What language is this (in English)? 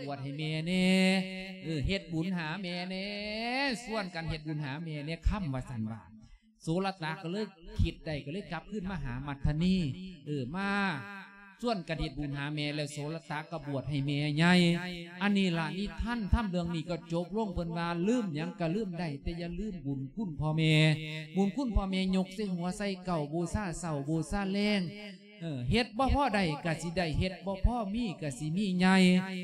Lao